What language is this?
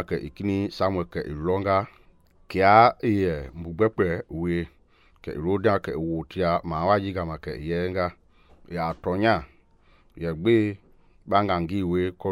Mende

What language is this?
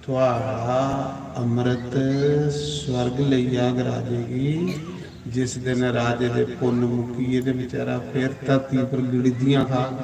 Dogri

